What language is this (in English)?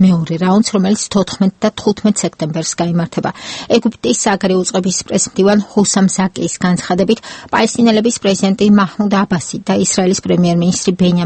Georgian